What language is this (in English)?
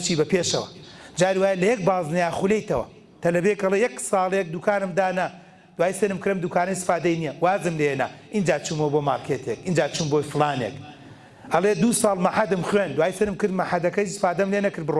Central Kurdish